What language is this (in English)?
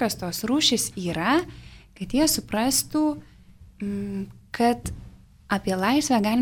Lithuanian